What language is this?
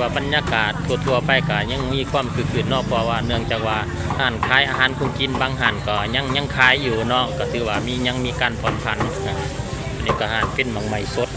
Lao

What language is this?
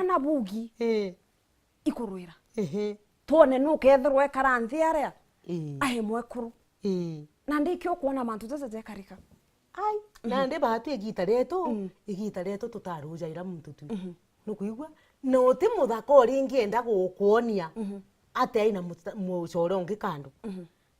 Meru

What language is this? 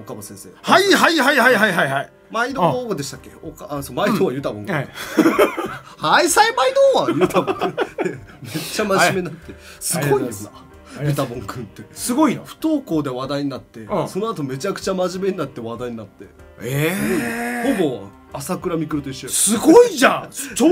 Japanese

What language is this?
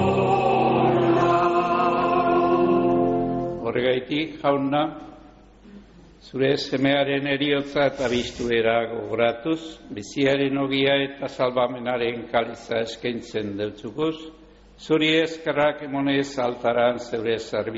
Basque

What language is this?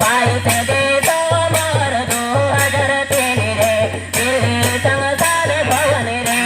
Santali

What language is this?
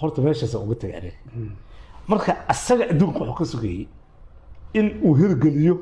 Somali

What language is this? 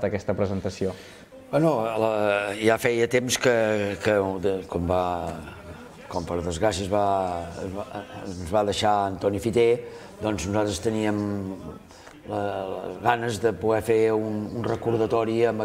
Catalan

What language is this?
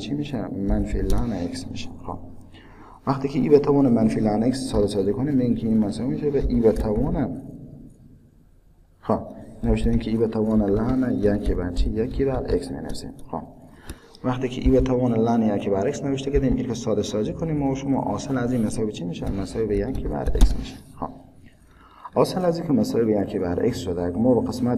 Persian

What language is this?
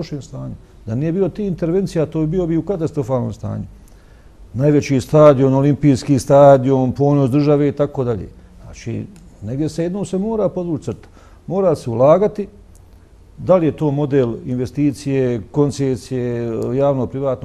Bosnian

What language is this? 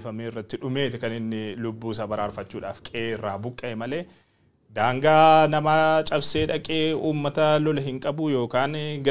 Oromo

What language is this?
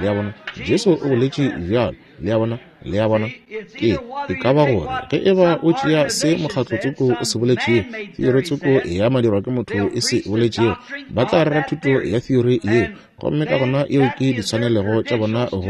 Northern Sotho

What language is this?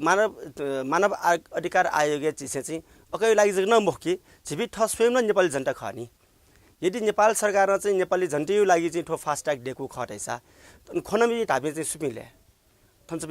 Newari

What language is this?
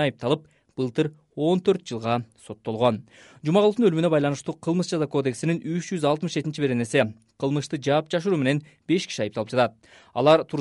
Kyrgyz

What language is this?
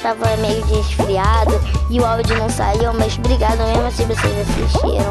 Portuguese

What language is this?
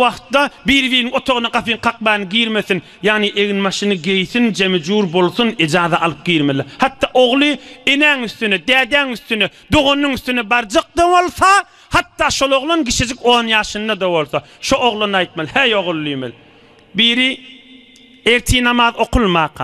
Turkmen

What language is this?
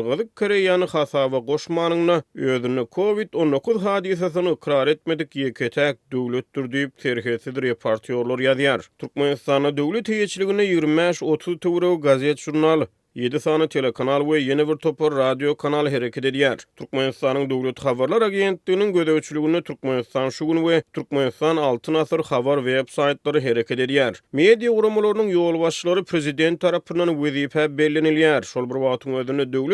Turkmen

